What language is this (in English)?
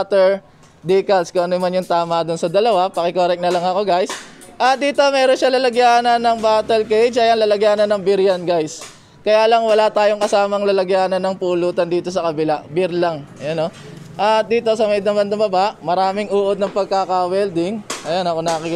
Filipino